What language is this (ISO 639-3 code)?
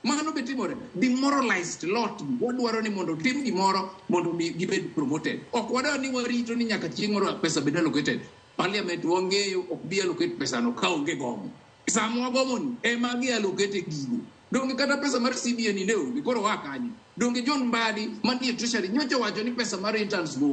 luo